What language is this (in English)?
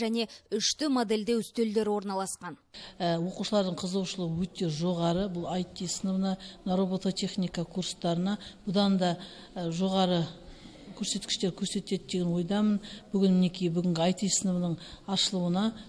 Kazakh